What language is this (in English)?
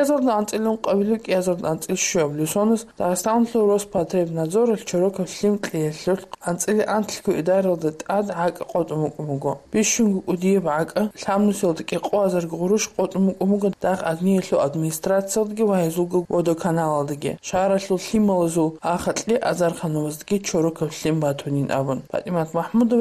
Avaric